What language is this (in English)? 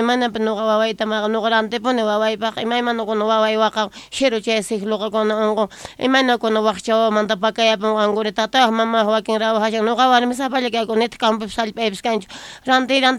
South Bolivian Quechua